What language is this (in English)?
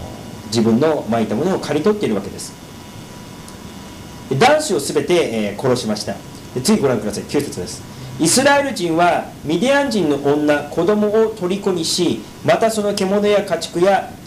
Japanese